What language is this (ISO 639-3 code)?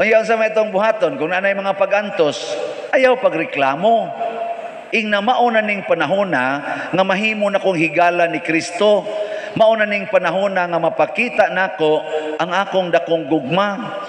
ceb